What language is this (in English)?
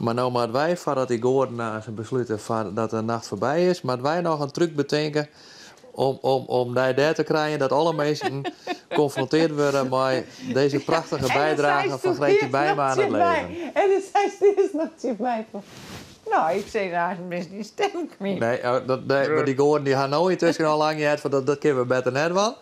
Western Frisian